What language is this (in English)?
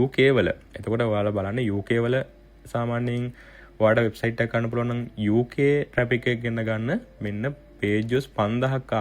Sinhala